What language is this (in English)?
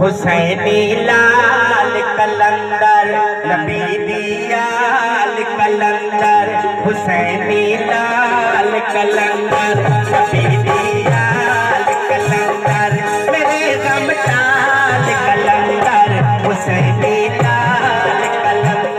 Saraiki